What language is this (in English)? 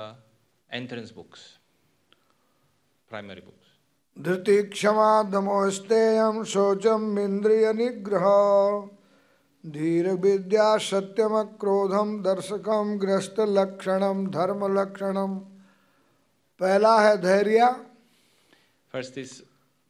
Hindi